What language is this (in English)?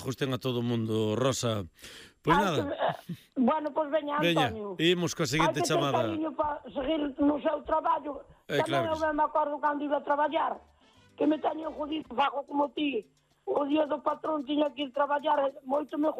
Galician